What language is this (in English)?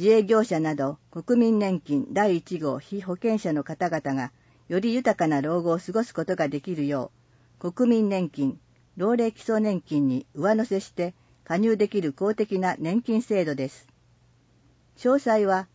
Japanese